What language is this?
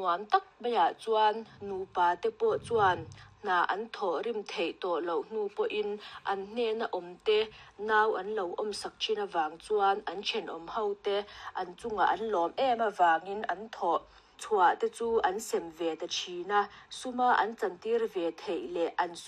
Mizo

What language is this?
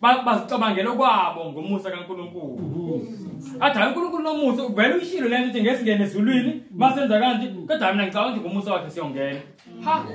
Zulu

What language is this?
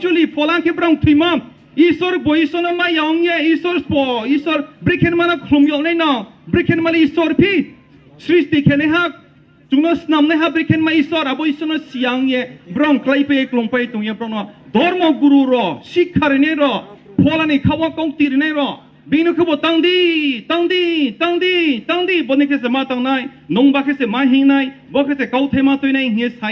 Riang (India)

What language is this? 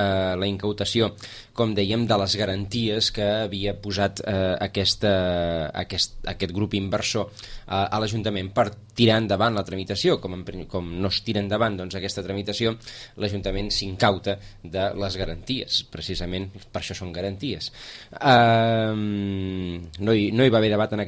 Catalan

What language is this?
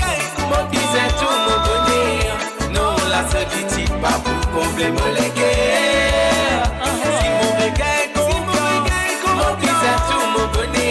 Morisyen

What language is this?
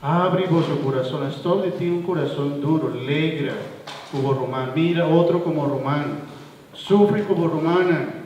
Papiamento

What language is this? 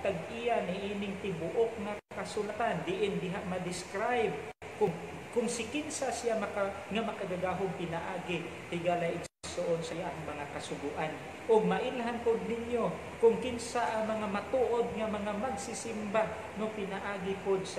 Cebuano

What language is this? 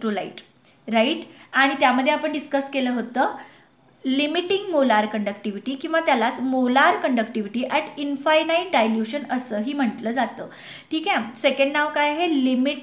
Marathi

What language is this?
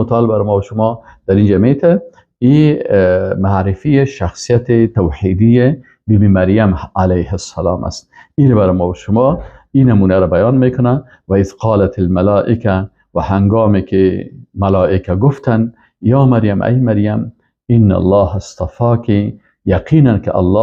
Persian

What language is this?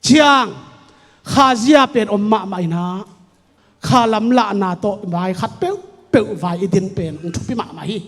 Tedim Chin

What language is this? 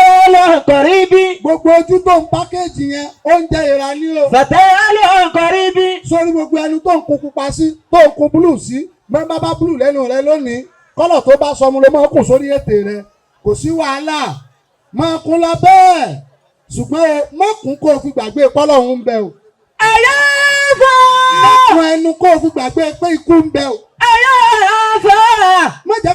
Yoruba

